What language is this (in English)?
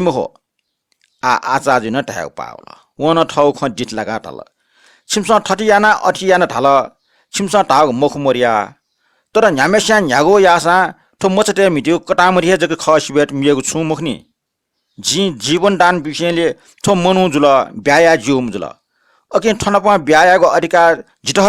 Newari